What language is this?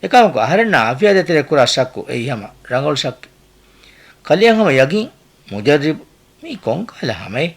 Divehi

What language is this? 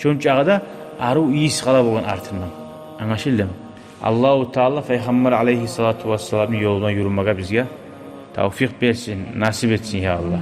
Kumyk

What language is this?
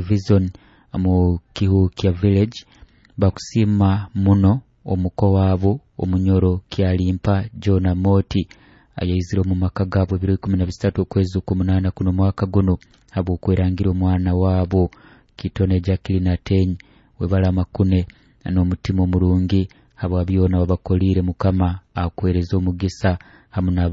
Nyoro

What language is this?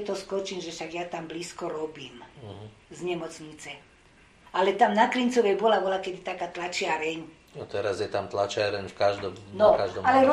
Slovak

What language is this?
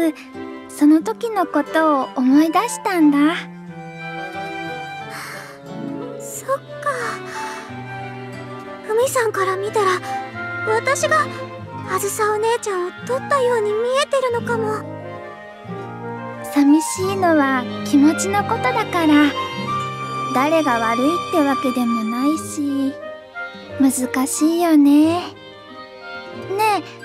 Japanese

